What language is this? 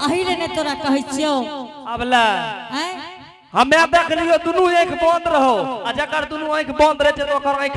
Angika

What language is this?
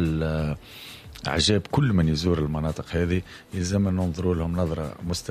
Tunisian Arabic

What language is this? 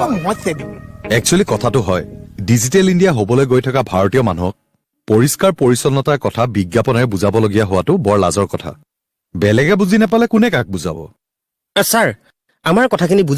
Assamese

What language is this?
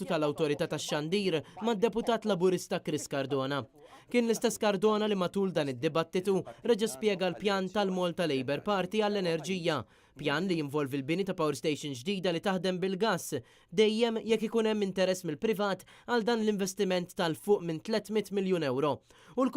Maltese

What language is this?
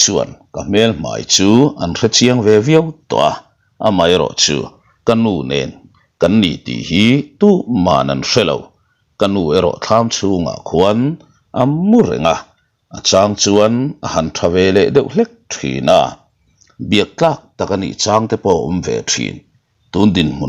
Mizo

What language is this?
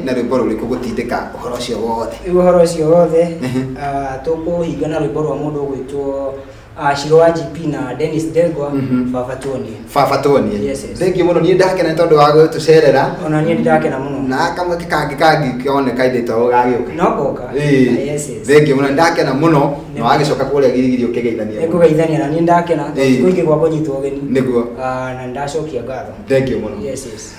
Kikuyu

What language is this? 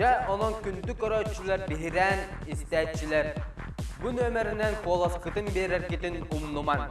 Yakut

